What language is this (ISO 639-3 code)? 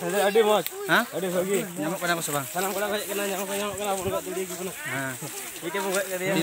sat